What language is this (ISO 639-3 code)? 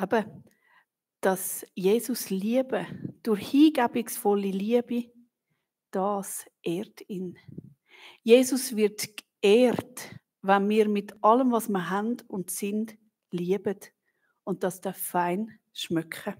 gsw